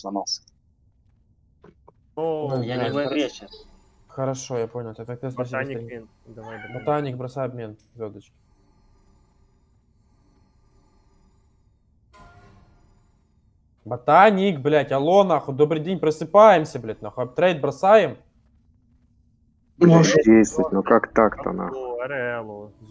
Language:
Russian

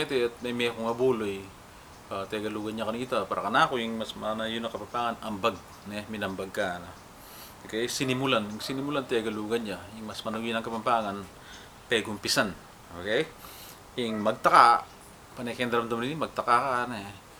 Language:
Pampanga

